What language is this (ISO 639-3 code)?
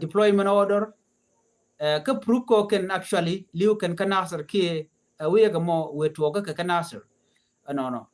nus